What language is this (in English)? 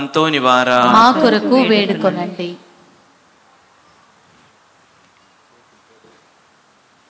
Telugu